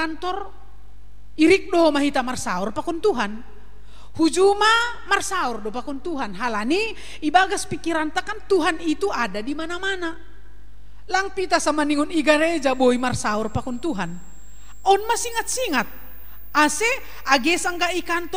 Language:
Batak Simalungun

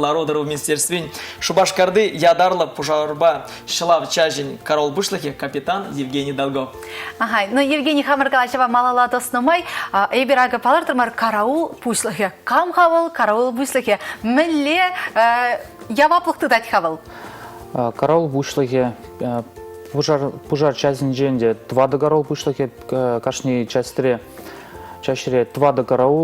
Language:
Chuvash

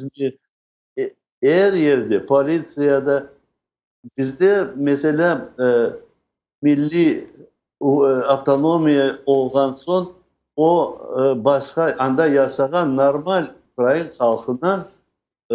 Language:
Crimean Tatar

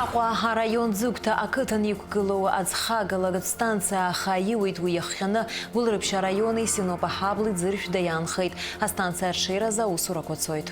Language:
Abkhazian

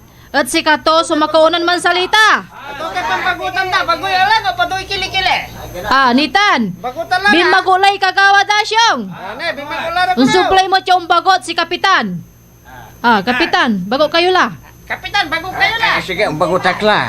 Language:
Pangasinan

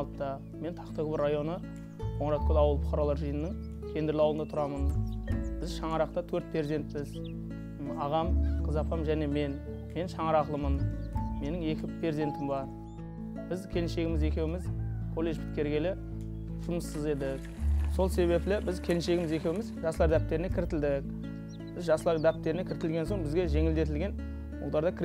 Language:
Kara-Kalpak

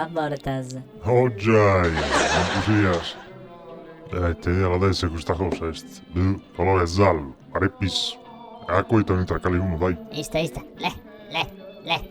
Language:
Sardinian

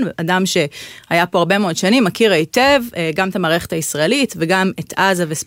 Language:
Hebrew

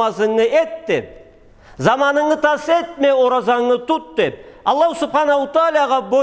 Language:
Karachay-Balkar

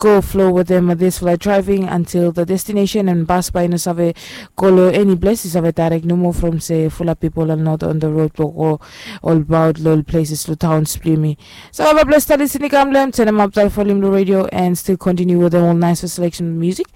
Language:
Bislama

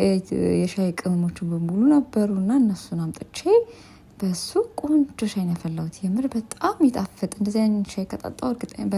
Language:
Amharic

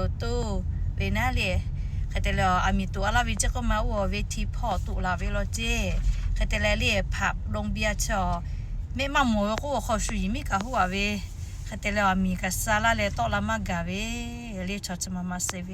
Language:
Lahu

